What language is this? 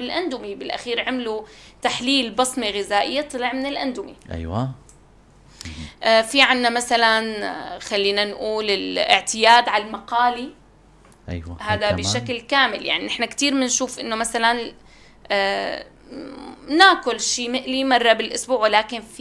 North Levantine Arabic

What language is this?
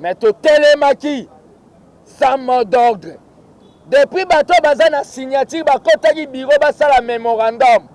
Lingala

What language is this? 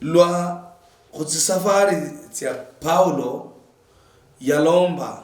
Luyia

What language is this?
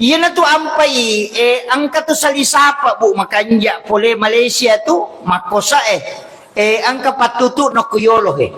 Buginese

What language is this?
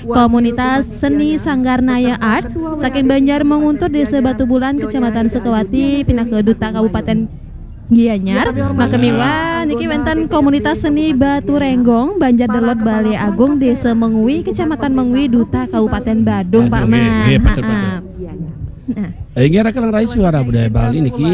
Balinese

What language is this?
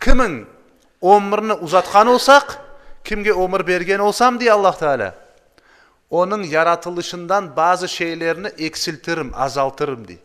Crimean Tatar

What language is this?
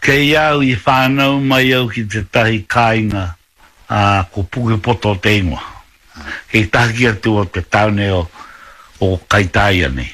Māori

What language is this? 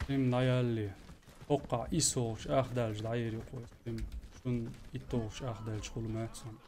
Chechen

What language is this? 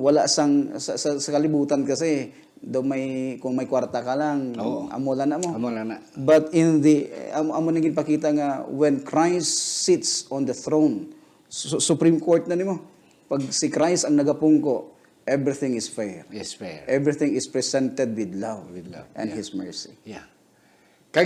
Hiligaynon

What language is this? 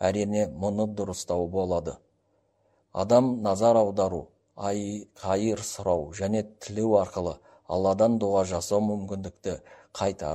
Kazakh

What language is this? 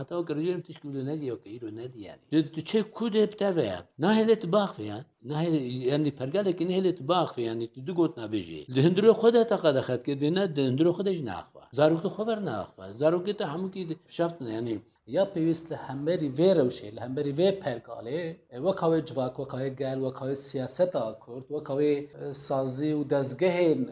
Kurdish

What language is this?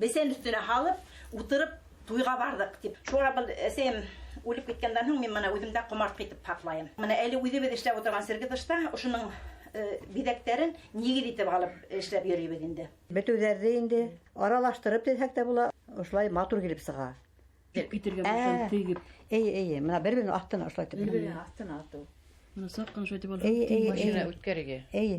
Bashkir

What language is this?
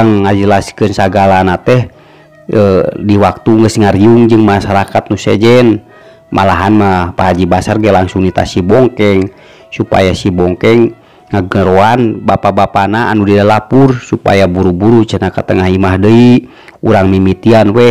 Sundanese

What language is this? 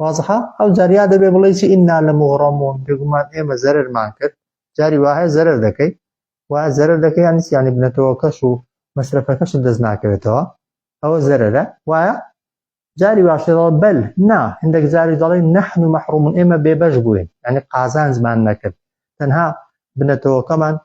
Central Kurdish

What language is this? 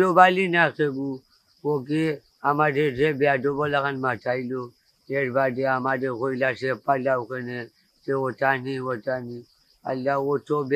Sylheti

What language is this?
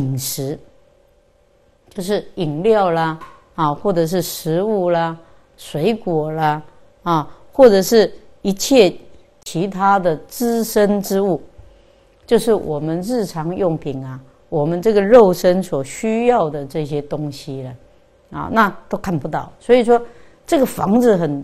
Chinese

